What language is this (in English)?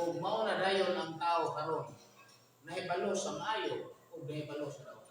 Cebuano